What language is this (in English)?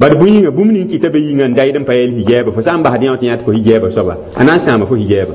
Mossi